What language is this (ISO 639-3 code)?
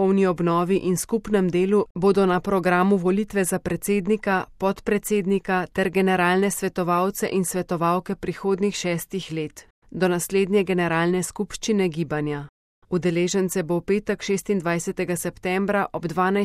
slv